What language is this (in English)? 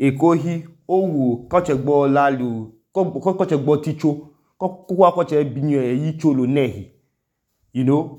Idoma